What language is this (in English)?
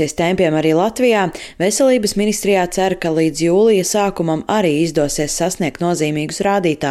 Latvian